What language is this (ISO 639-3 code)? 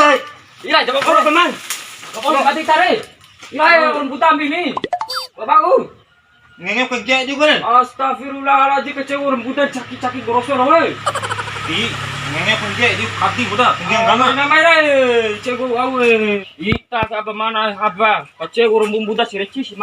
bhp